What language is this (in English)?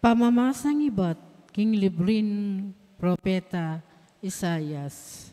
Pampanga